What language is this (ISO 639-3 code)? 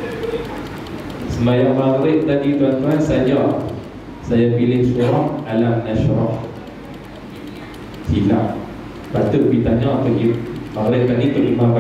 msa